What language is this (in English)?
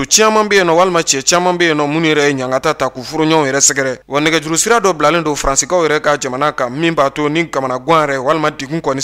Bambara